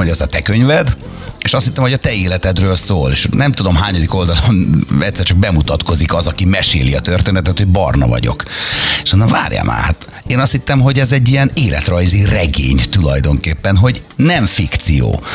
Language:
Hungarian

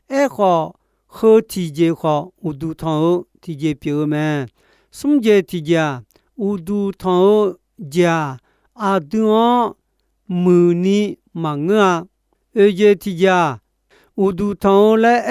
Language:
Akha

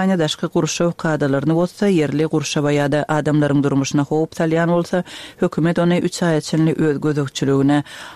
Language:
Turkmen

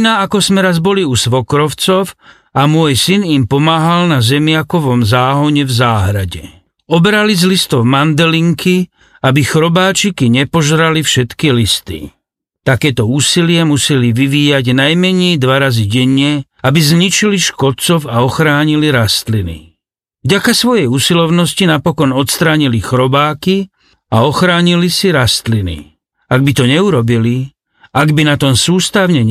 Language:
Slovak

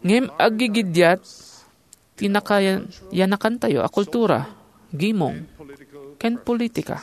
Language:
Iloko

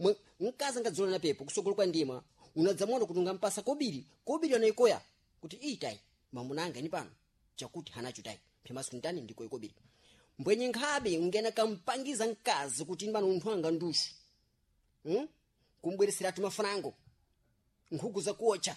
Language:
Sena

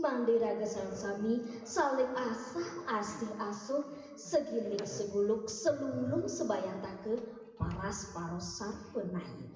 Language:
Balinese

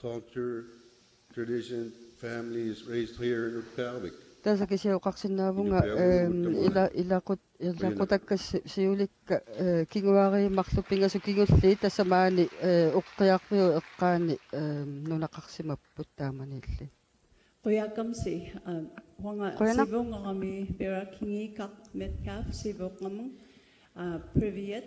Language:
Kalaallisut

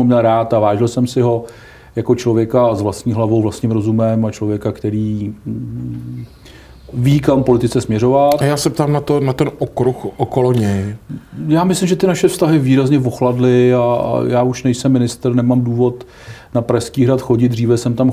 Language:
Czech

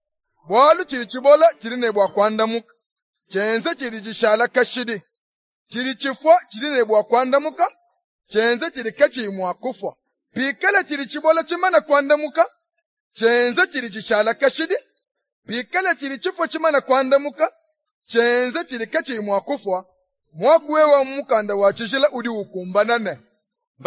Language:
Luba-Lulua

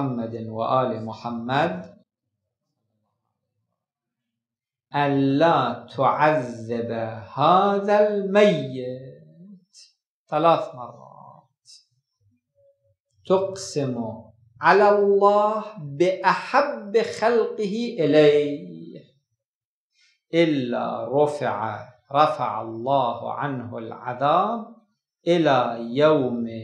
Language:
Arabic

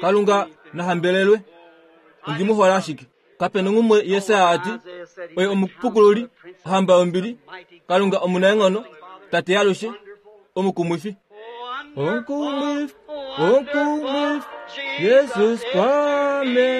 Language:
Kuanyama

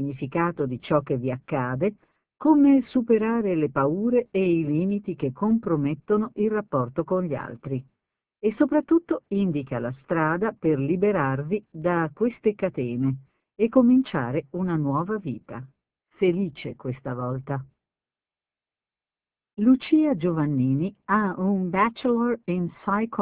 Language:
Italian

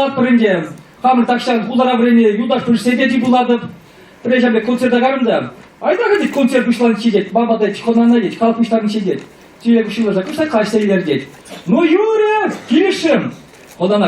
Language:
Chuvash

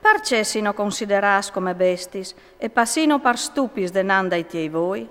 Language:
Friulian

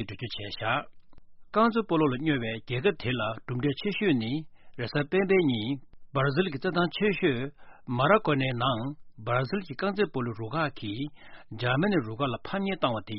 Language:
Tibetan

